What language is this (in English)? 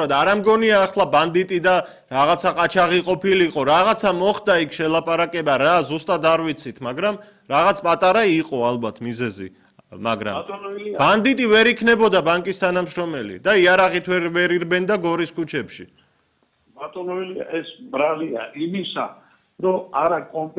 Georgian